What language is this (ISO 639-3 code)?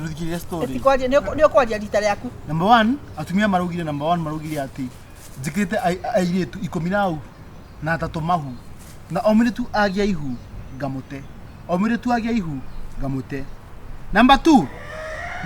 kik